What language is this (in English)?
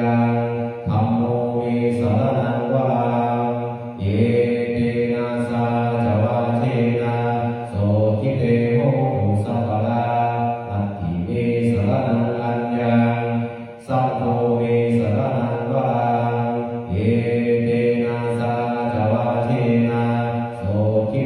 Pali